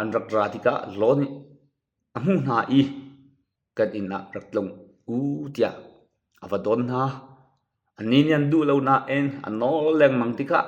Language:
Hakha Chin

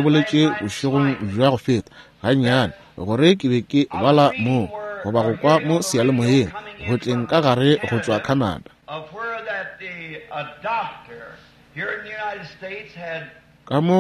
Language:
Northern Sotho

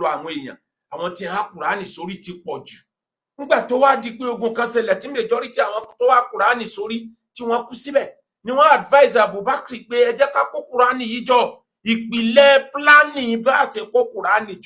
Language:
Yoruba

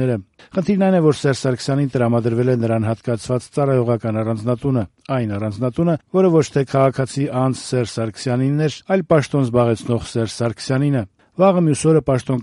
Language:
Armenian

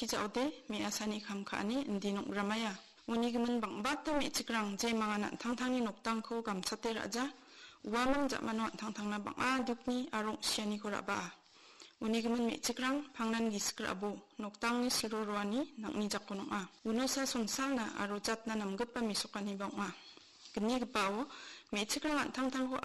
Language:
Garo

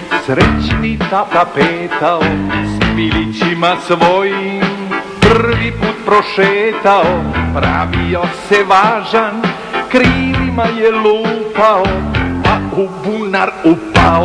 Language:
Serbian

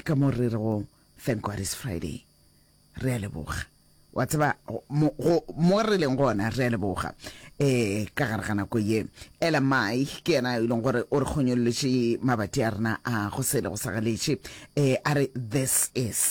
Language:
Northern Sotho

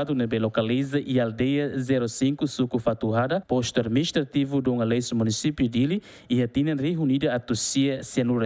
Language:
Tetum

